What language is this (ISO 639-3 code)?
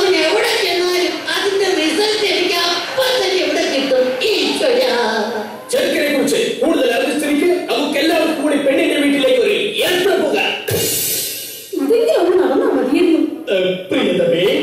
mal